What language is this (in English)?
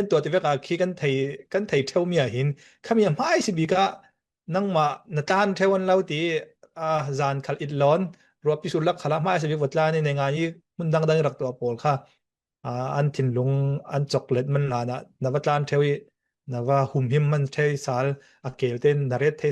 Falam Chin